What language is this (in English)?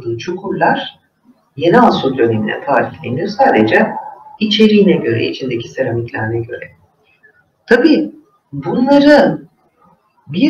Turkish